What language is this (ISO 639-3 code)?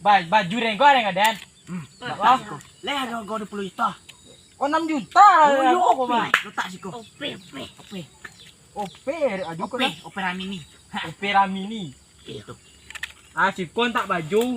min